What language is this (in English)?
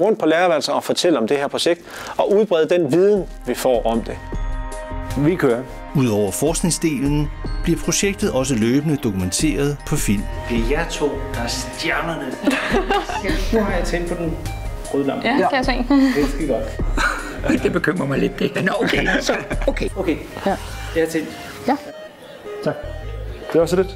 Danish